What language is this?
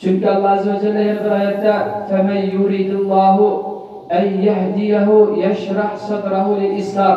Uyghur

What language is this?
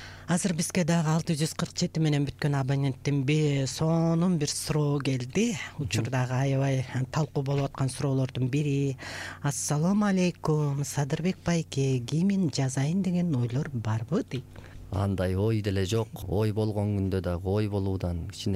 Kyrgyz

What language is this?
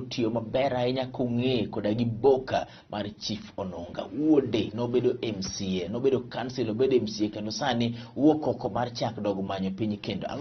Luo (Kenya and Tanzania)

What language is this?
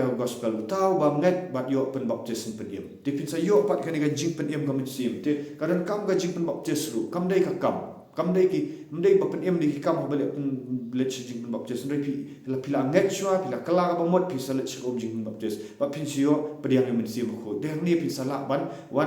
Khasi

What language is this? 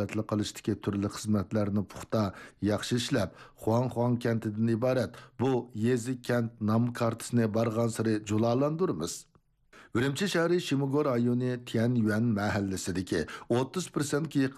Uyghur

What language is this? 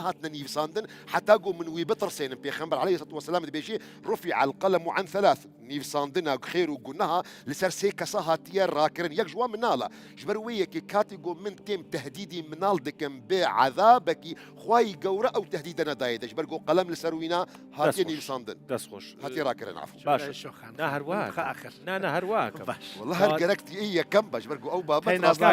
Kurdish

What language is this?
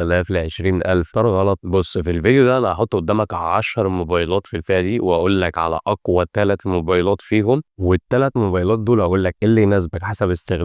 Egyptian Arabic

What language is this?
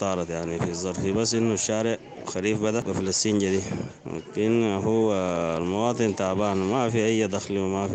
Sudanese Arabic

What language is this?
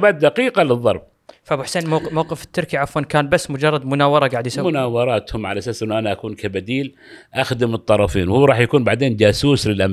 Gulf Arabic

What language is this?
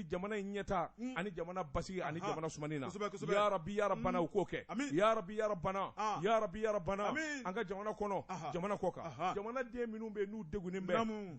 Bambara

